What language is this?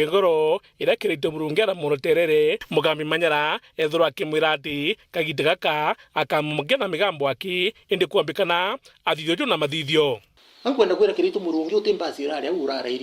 Meru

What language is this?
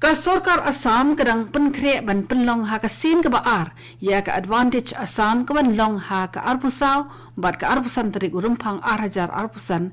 Khasi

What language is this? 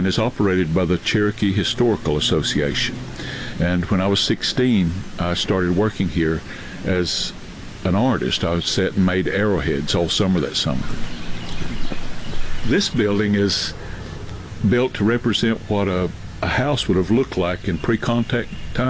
English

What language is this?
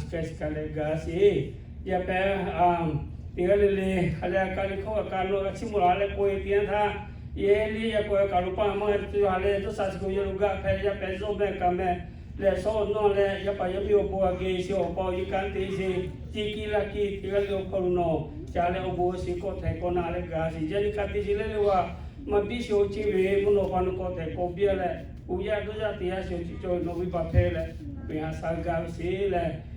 Lahu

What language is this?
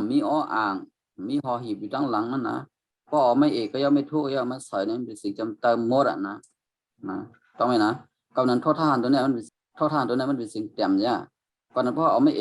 Shan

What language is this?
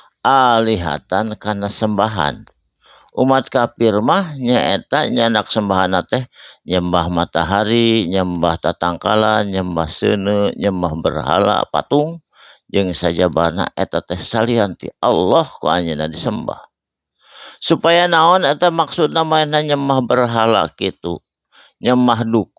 Sundanese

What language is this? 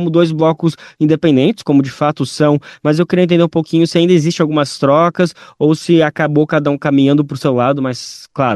Portuguese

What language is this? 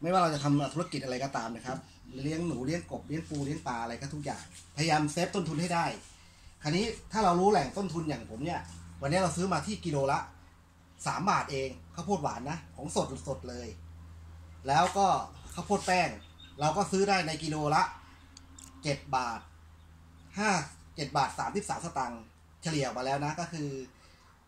Thai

